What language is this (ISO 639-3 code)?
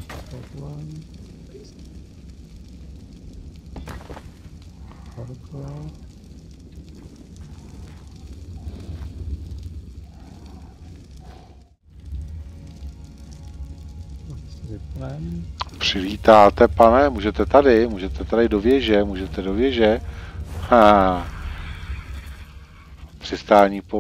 ces